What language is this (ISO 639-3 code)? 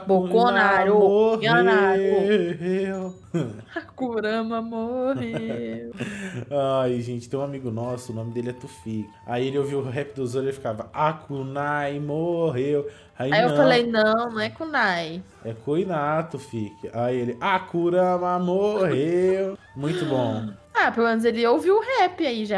por